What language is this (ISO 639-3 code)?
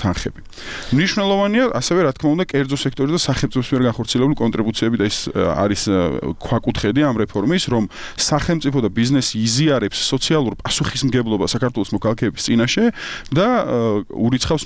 kat